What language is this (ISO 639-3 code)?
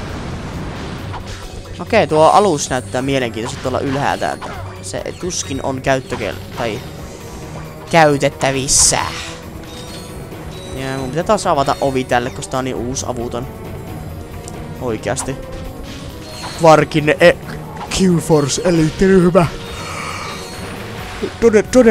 fin